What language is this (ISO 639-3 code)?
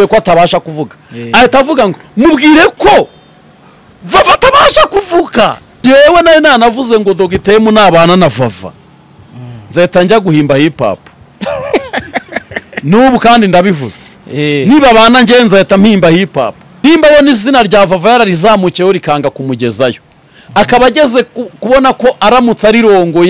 kin